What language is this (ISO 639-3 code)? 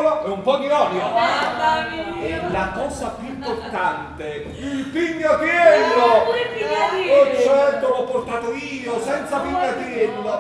nap